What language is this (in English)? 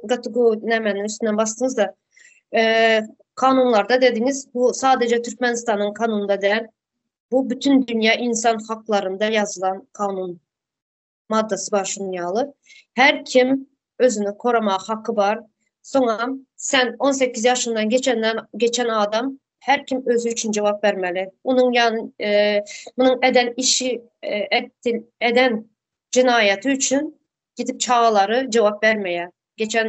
Turkmen